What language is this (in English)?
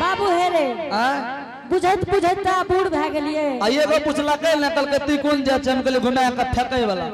Angika